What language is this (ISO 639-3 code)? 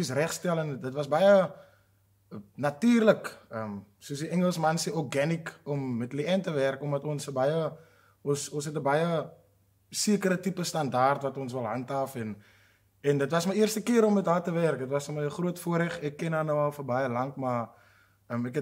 afr